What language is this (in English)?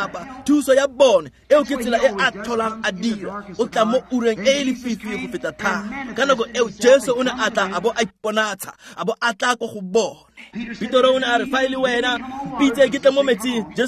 Tswana